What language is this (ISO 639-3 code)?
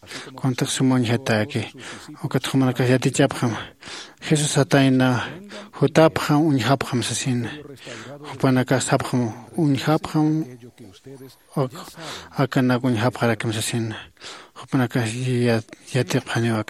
aym